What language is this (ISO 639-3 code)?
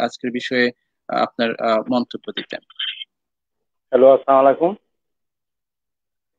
ben